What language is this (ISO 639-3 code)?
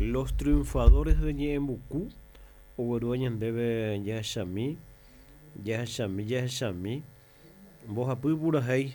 grn